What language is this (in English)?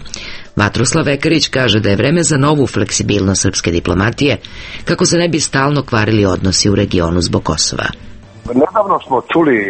Serbian